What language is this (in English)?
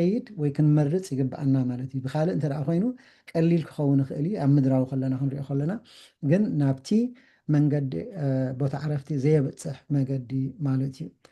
Tigrinya